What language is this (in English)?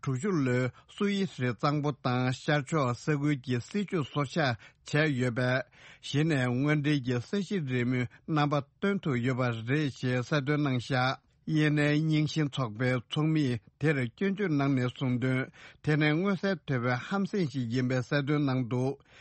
Tibetan